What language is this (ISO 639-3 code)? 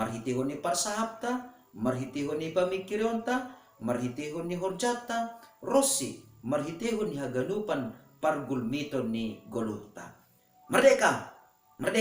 bts